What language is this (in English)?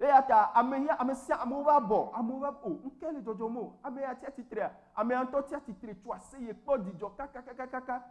Ewe